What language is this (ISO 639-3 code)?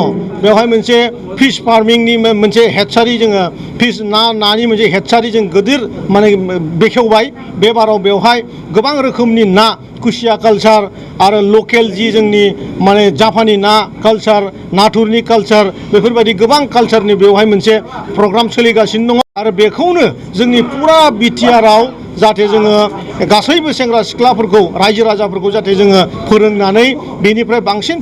brx